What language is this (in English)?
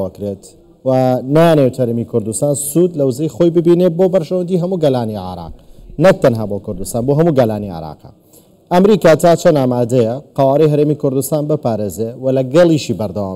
Central Kurdish